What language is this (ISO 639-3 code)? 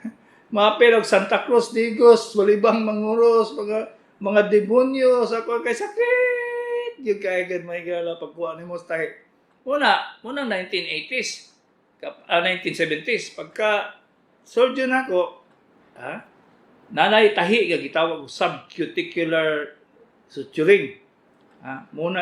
ceb